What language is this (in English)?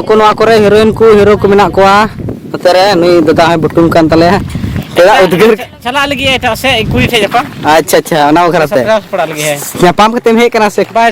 Santali